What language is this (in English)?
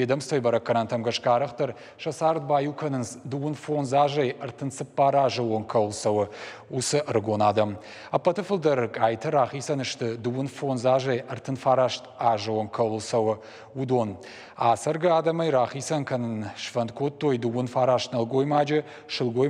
Ossetic